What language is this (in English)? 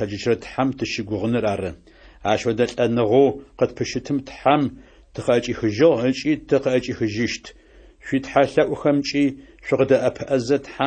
Adyghe